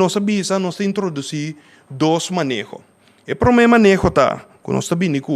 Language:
Papiamento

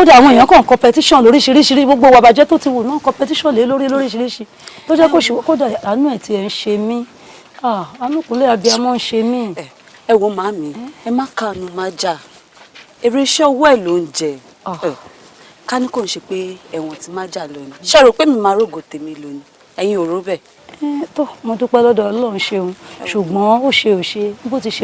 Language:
Yoruba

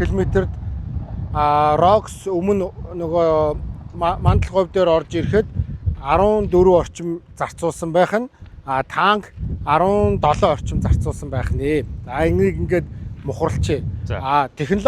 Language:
Mongolian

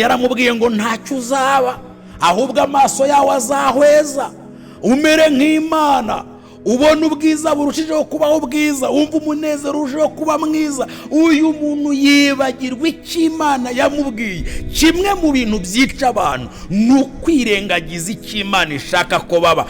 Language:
Kinyarwanda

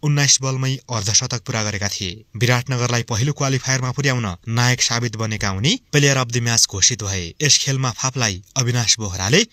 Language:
Nepali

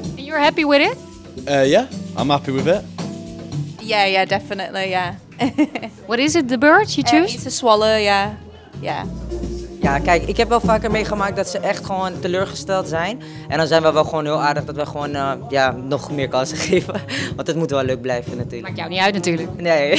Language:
Dutch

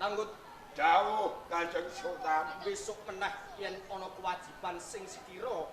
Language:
Javanese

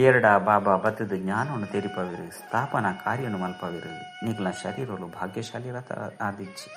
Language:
Tulu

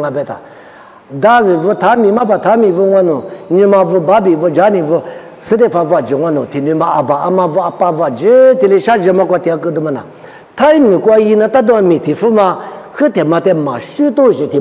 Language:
Lisu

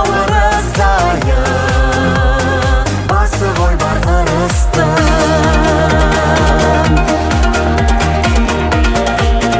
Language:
Kazakh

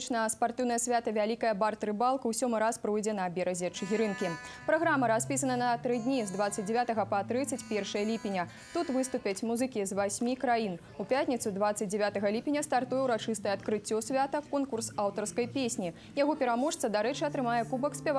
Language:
Belarusian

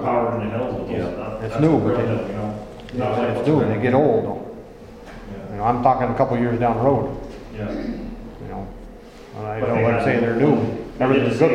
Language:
English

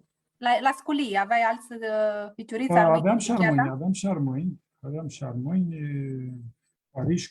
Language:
Aromanian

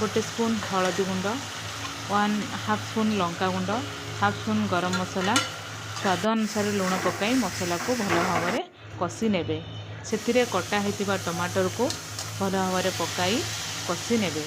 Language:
Odia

